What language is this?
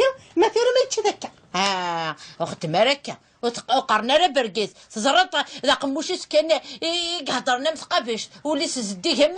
Kabyle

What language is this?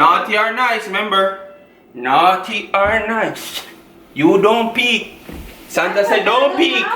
Jamaican Creole English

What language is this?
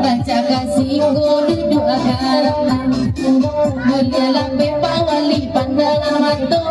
Minangkabau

